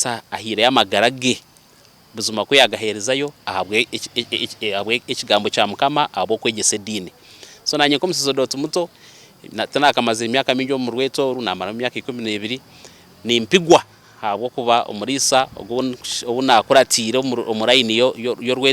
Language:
Nyankole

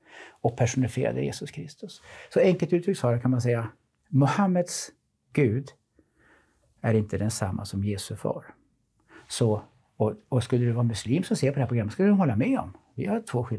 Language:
Swedish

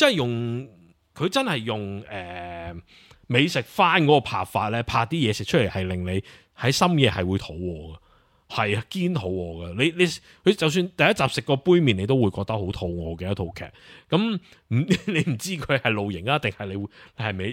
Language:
Cantonese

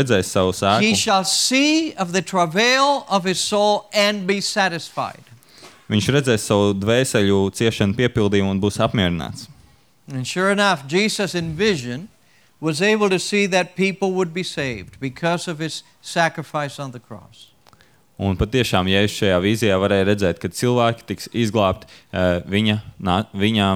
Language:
Latvian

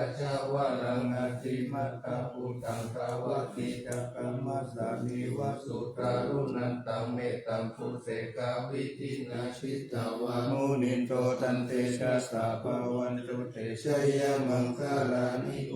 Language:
Pali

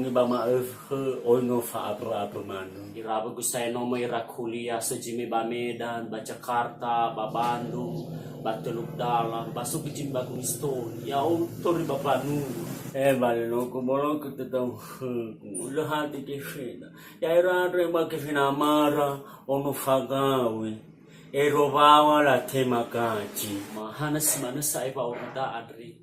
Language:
Nias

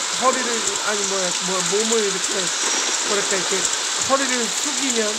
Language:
Korean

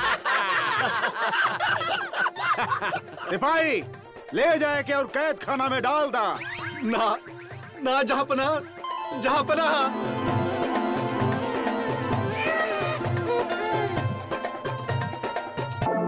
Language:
Bhojpuri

